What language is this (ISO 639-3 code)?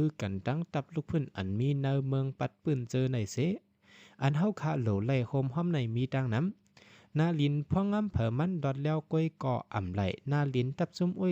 shn